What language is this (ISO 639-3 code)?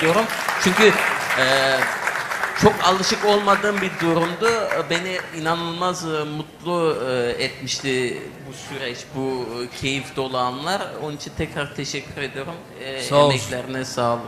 tur